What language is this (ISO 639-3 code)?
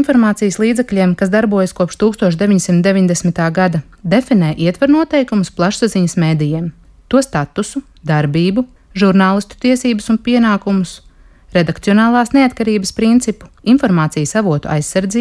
lav